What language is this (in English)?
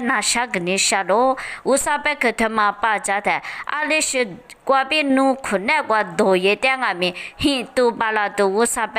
Lisu